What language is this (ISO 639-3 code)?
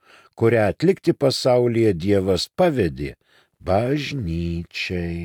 lit